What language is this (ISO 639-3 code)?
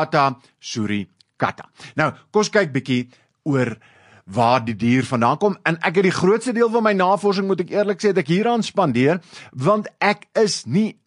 afr